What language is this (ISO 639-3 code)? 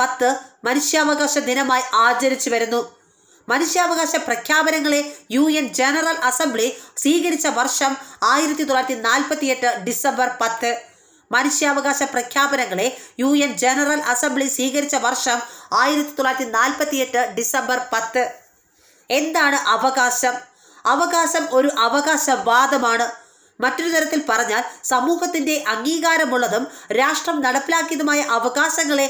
mal